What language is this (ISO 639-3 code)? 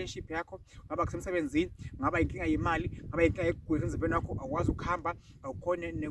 zul